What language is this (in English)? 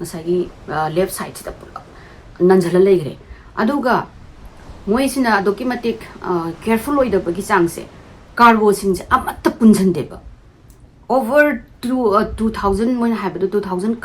Manipuri